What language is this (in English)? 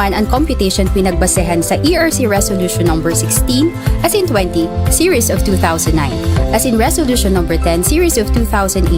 Bikol